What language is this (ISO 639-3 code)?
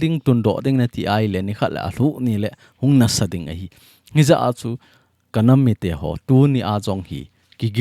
tcz